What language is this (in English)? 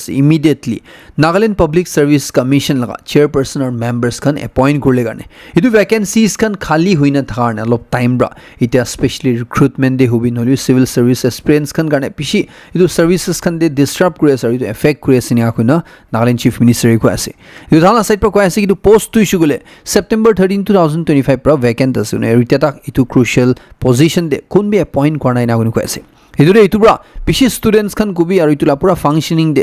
Naga Pidgin